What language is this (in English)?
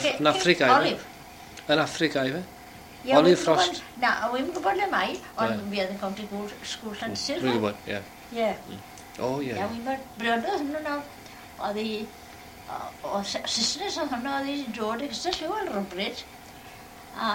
Welsh